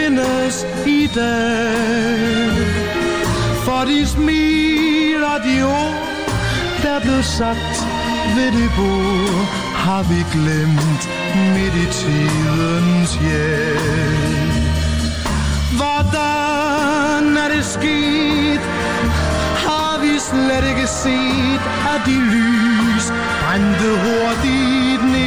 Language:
Danish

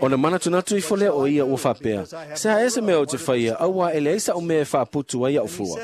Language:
Samoan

